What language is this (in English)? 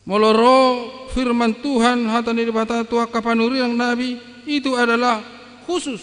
Batak Toba